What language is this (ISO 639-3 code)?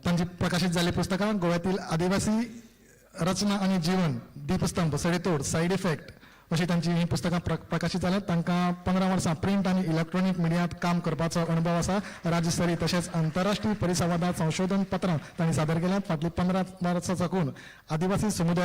kok